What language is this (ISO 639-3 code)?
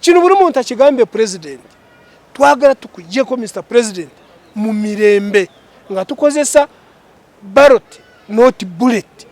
lug